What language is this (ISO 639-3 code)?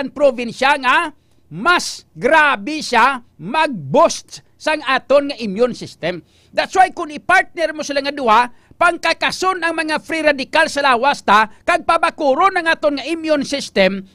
hil